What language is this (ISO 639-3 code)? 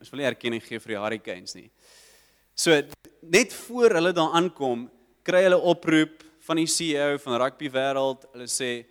afr